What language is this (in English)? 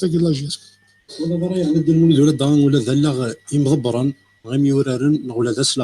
Kabyle